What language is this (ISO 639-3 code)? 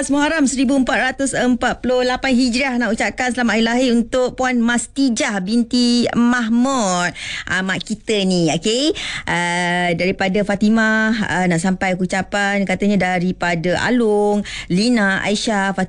msa